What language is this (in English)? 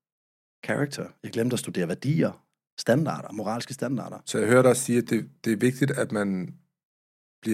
Danish